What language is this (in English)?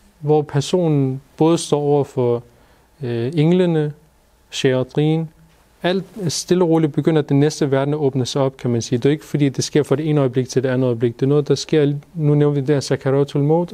Danish